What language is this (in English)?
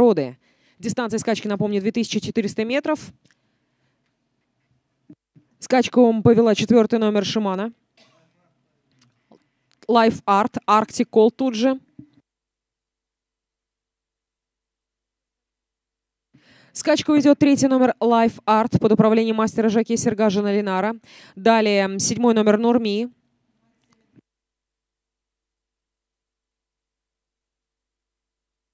Russian